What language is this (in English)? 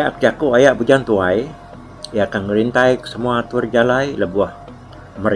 Iban